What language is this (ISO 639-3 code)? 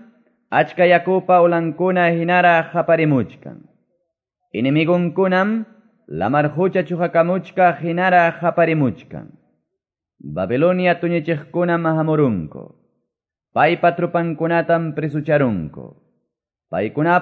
que